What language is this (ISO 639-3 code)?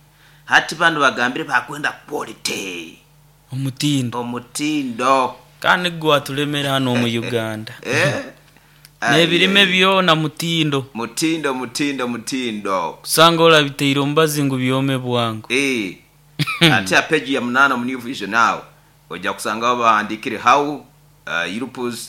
nyo